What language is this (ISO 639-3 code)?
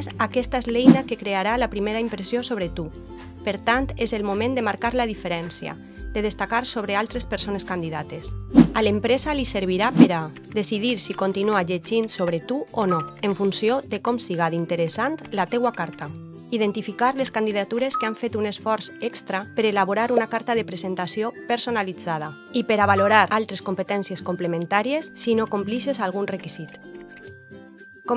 cat